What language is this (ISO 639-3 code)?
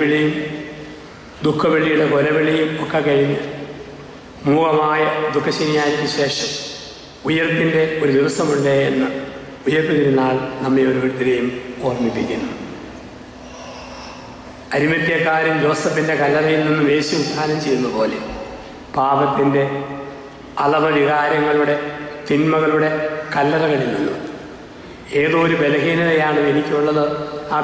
mal